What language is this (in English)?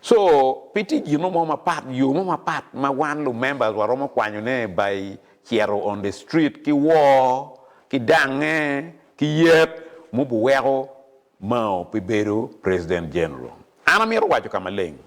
Acoli